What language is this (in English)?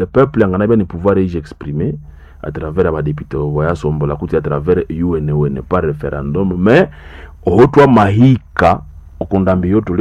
Nande